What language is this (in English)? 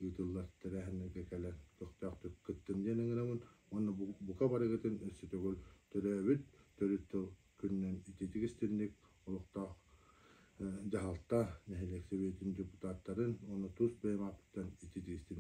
Yakut